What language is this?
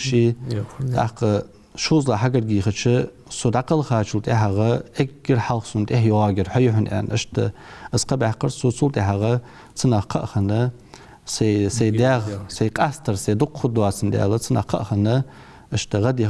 Ingush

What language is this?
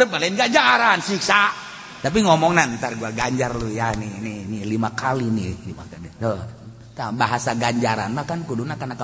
Sundanese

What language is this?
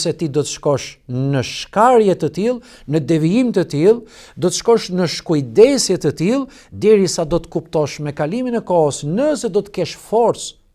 Albanian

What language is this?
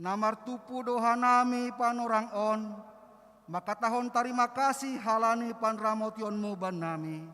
Batak Simalungun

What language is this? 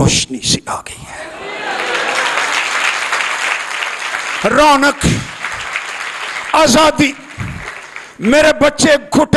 Urdu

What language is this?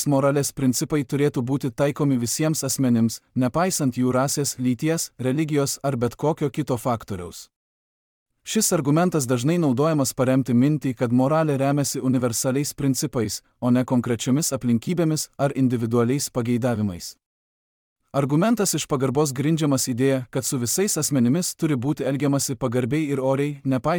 Lithuanian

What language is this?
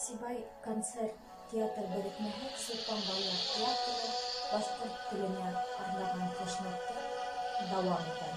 Bashkir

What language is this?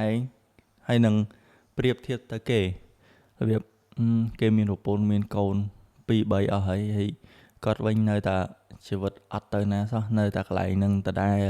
Khmer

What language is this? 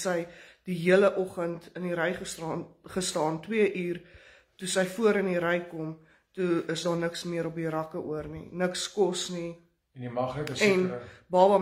Afrikaans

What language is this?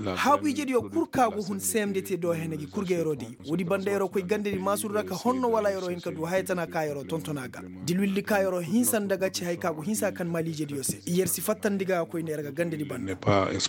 Koyraboro Senni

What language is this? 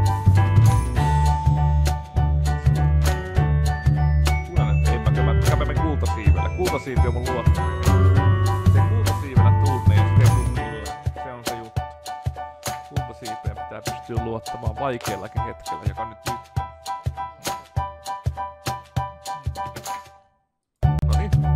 Finnish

